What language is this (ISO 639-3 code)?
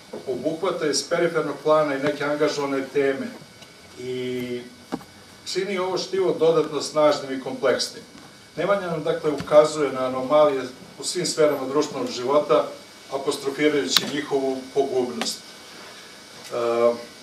srp